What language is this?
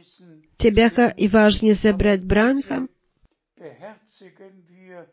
Bulgarian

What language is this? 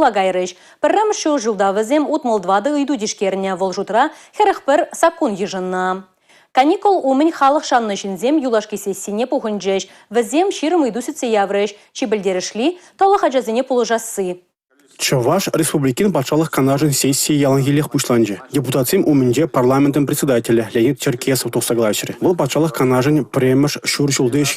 Chuvash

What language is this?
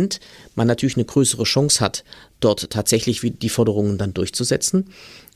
German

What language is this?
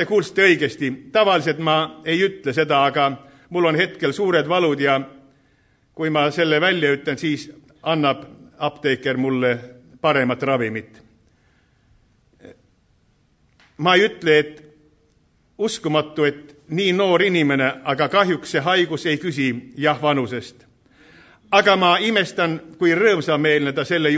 Estonian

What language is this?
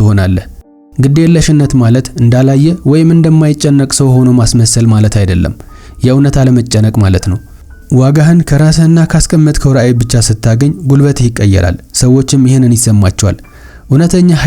Amharic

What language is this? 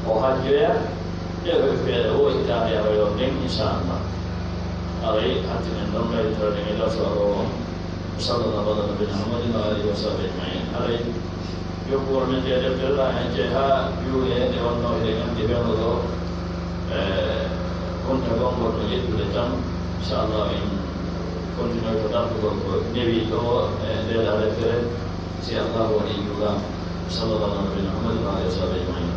Pular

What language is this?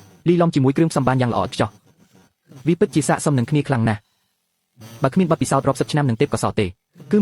Khmer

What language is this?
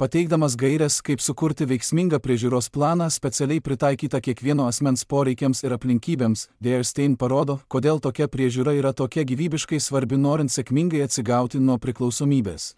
Lithuanian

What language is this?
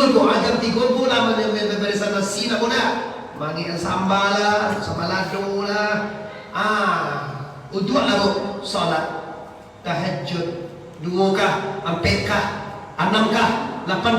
Minangkabau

